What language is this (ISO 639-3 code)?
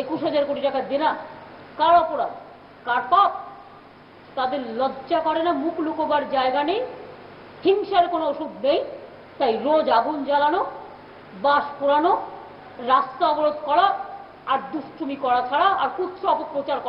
ben